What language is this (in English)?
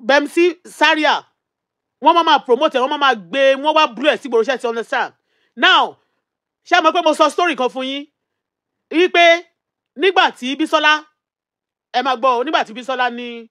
Yoruba